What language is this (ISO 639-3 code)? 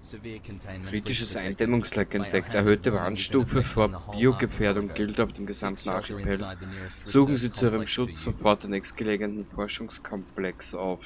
bar